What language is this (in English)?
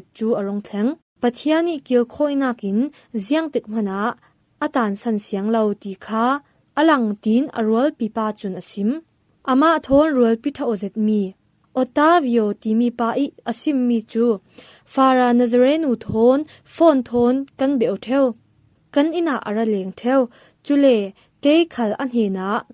Falam Chin